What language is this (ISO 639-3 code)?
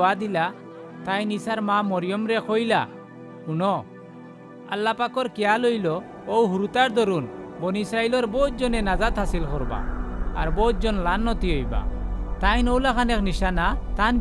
syl